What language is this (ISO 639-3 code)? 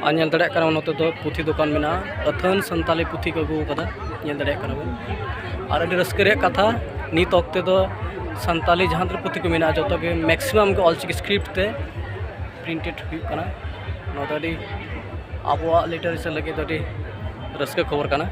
sat